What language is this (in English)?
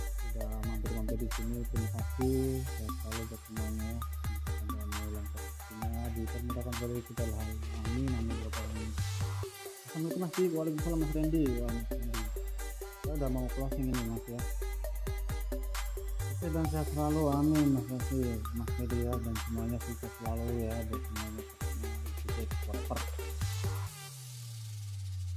Indonesian